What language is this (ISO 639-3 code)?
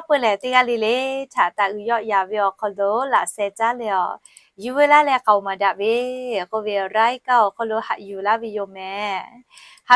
lhu